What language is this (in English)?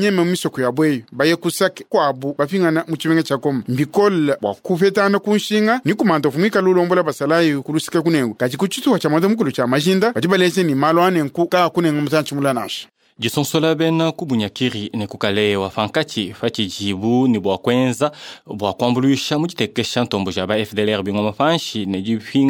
Luba-Lulua